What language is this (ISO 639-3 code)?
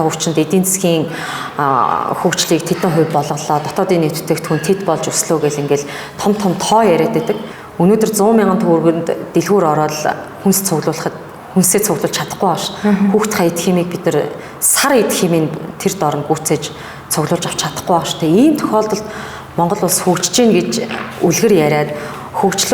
mon